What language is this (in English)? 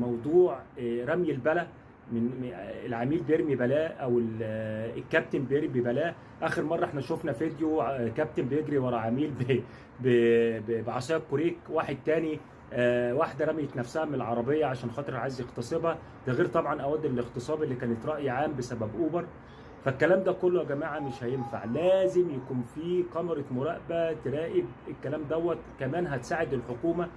Egyptian Arabic